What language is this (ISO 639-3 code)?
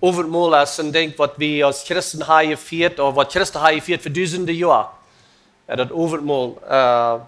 pdt